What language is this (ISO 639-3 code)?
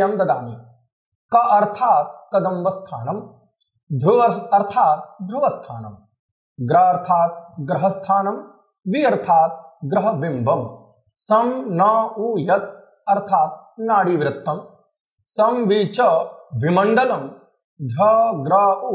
san